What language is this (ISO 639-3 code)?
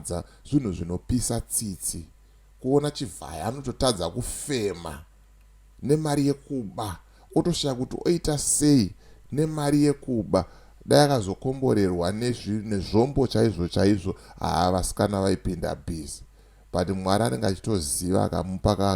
sna